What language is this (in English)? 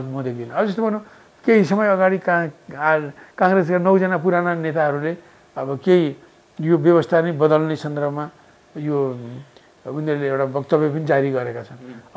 Nepali